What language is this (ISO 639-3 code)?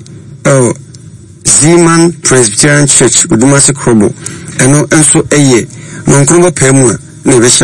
aka